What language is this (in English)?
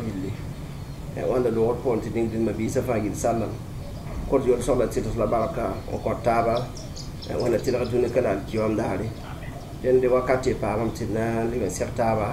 Mossi